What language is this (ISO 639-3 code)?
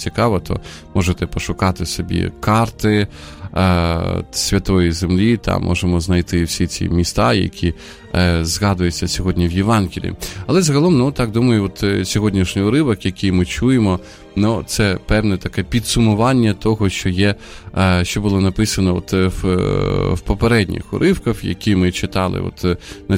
ukr